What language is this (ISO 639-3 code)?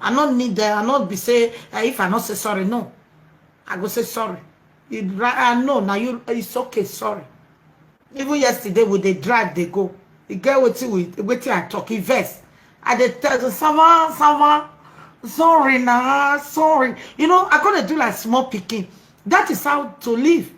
pcm